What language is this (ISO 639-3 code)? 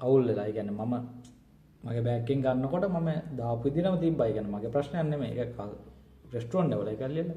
sin